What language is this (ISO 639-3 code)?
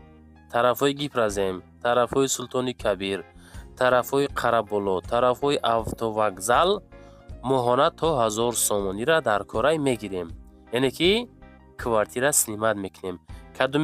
tgk